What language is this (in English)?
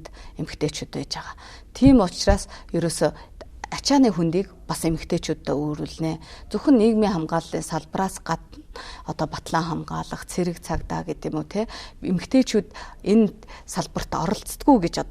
Mongolian